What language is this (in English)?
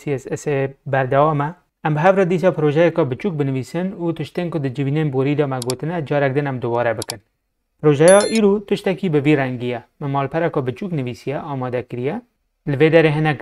Kurdish